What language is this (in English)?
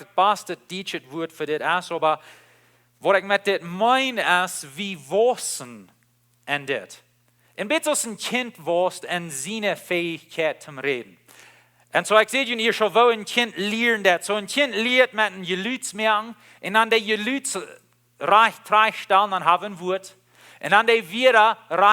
Plautdietsch